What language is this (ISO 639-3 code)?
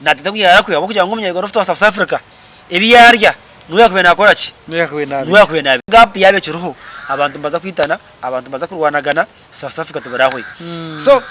nyn